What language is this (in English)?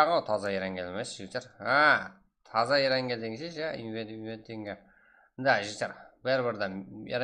Kara-Kalpak